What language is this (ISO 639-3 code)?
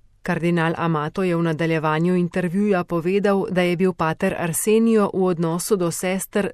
slv